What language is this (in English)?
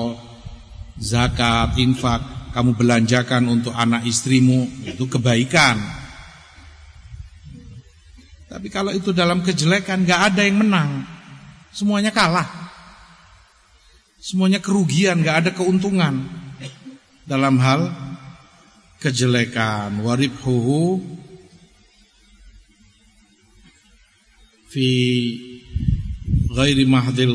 Indonesian